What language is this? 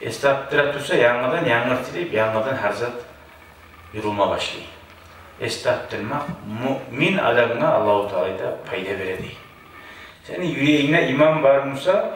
Kumyk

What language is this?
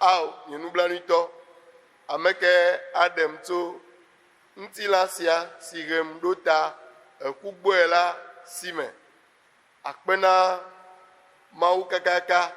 Ewe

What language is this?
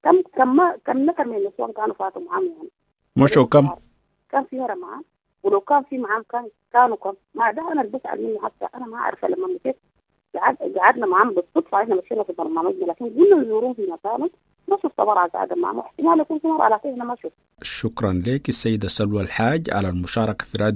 Sudanese Arabic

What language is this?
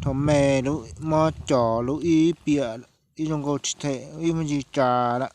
Hmong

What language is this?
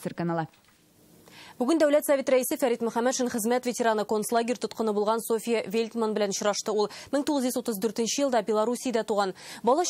Tatar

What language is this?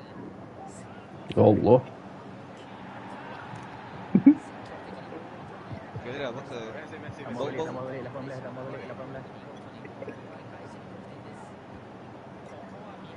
Malay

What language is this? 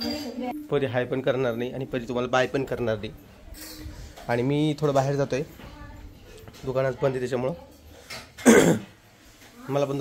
Marathi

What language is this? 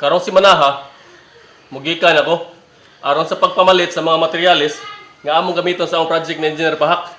Cebuano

